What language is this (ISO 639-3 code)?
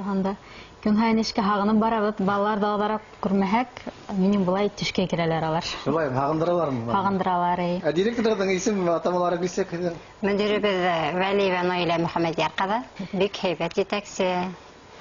bak